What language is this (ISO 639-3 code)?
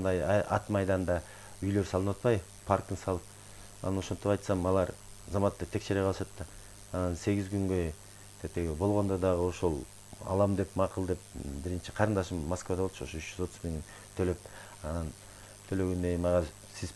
kir